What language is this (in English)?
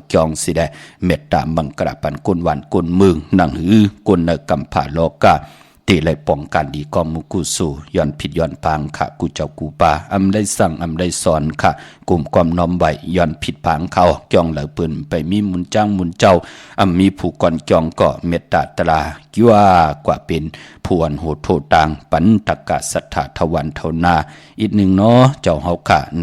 Shan